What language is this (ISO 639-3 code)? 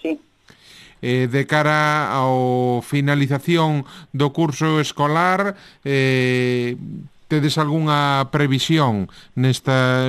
glg